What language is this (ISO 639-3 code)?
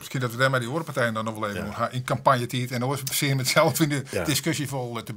fry